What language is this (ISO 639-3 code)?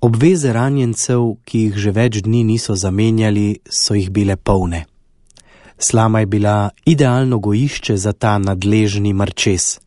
slv